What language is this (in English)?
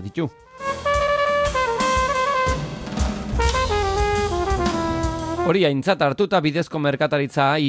Basque